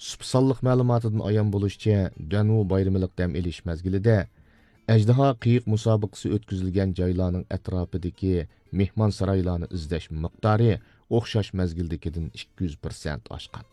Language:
Uyghur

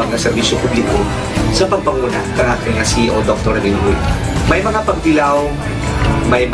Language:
Hiligaynon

